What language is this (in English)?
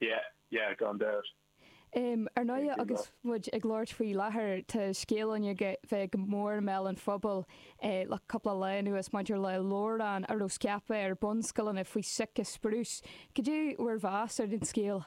Irish